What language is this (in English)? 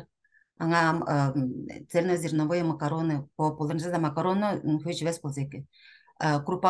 Tuvinian